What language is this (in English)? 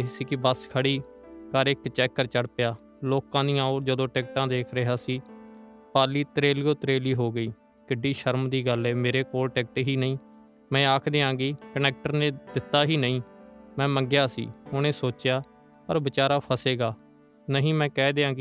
Punjabi